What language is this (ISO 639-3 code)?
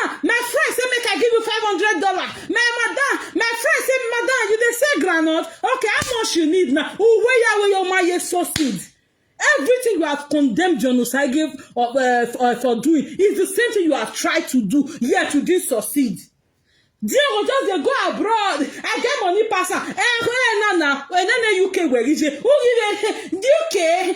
pcm